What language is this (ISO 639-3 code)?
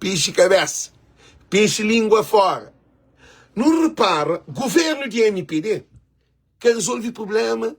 kea